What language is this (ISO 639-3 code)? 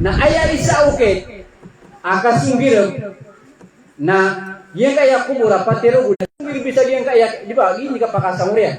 mrw